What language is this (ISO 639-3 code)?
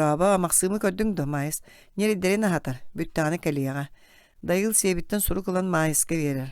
sah